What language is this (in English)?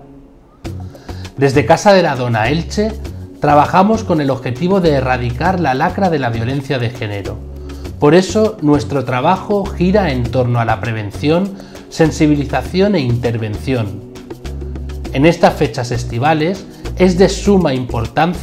Spanish